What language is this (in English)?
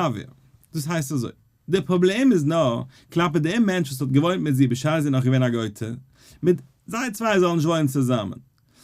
Yiddish